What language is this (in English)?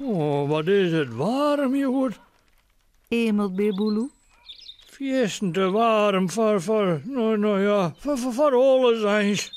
Western Frisian